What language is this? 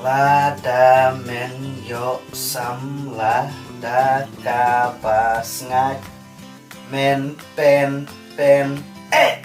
Khasi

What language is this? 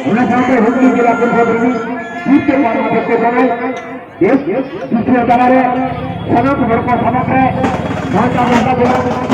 Santali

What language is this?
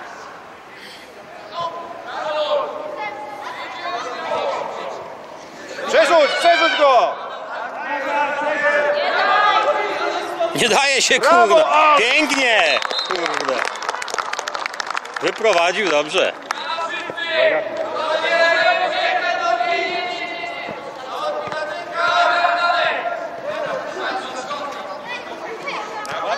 Polish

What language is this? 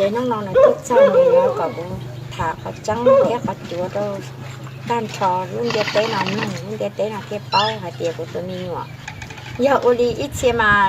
Hmong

